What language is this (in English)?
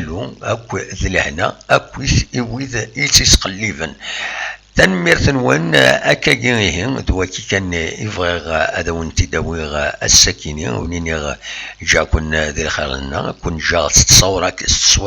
Kabyle